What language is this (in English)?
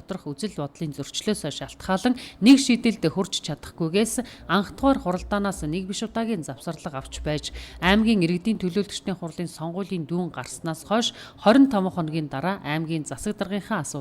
Mongolian